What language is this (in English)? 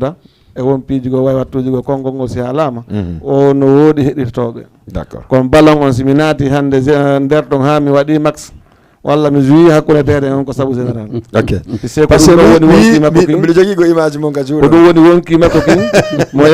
Fula